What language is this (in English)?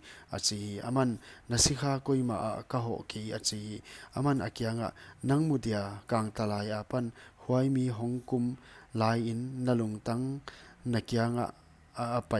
Paite Chin